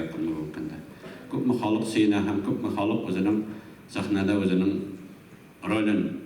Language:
Tatar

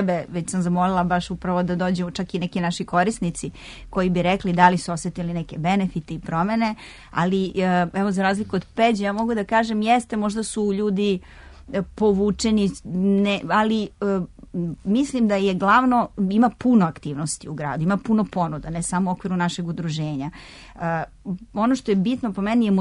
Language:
Serbian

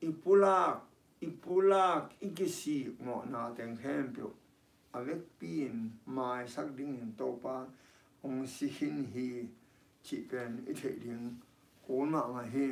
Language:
Tedim Chin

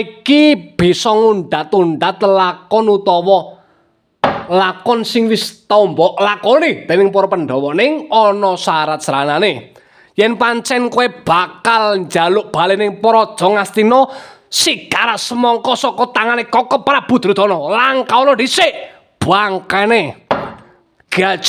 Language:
Javanese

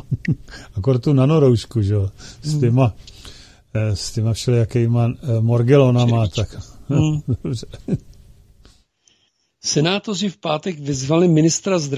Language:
Czech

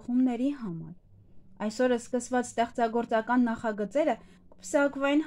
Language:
Armenian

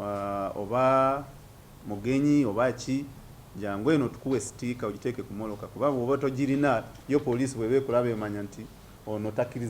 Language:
Ganda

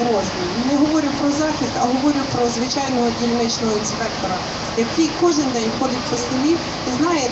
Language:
Ukrainian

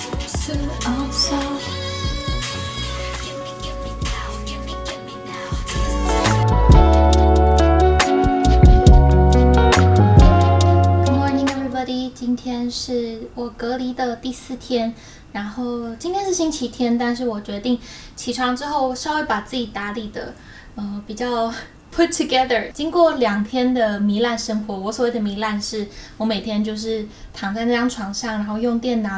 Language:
Chinese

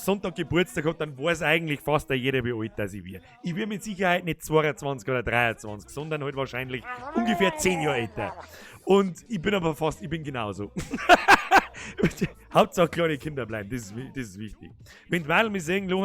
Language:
Bavarian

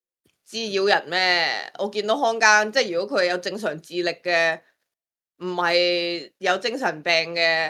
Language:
Cantonese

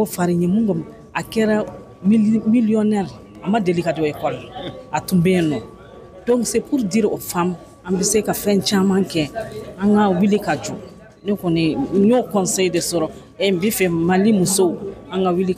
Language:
Bambara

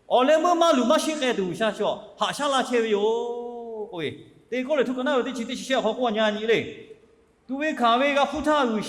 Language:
Lahu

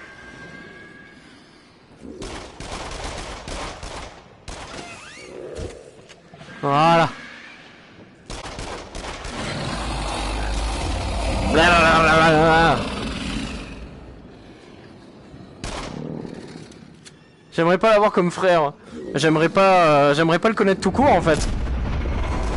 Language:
French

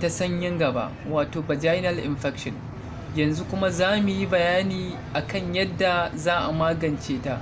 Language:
Hausa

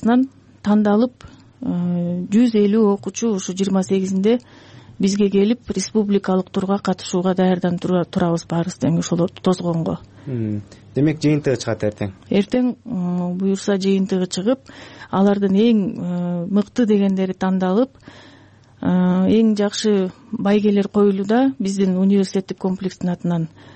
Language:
Kyrgyz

